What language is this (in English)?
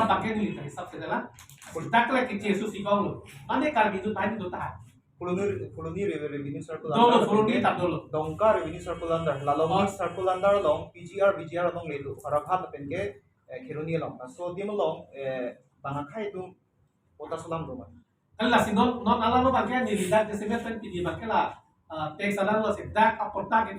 Karbi